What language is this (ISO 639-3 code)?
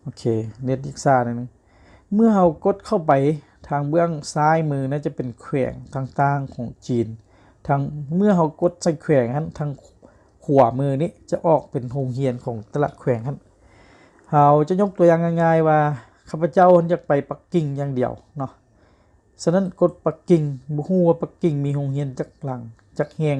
lao